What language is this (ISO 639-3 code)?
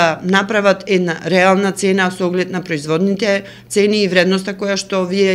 mkd